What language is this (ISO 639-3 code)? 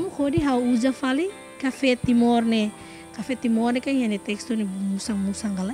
tet